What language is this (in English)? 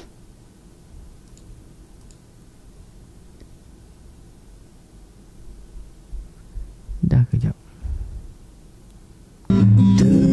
Malay